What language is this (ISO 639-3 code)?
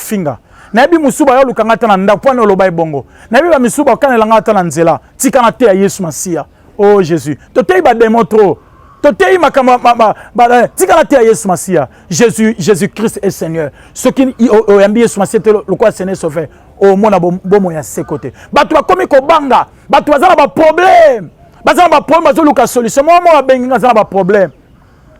lin